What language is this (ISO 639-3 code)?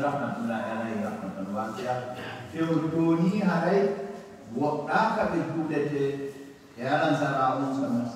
ful